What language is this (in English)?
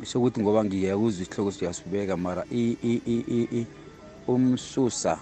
South Ndebele